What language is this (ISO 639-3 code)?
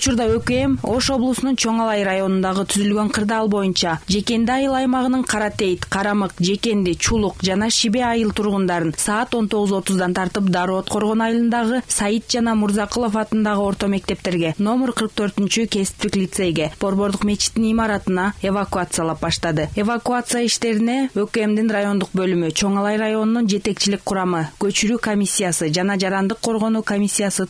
kir